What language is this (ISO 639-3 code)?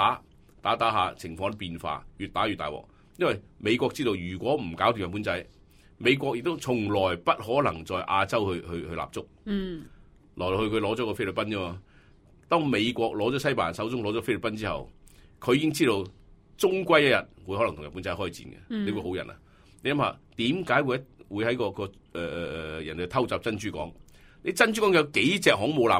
yue